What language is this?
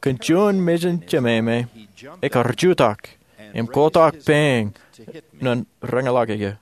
Marshallese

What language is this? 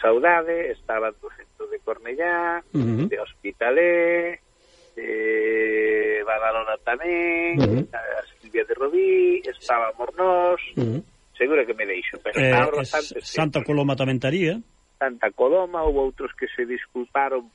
Galician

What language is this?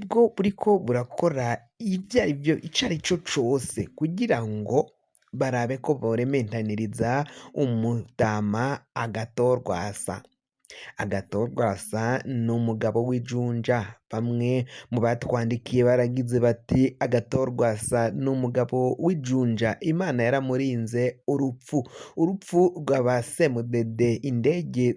Rundi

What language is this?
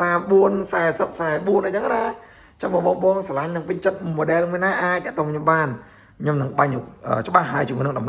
Khmer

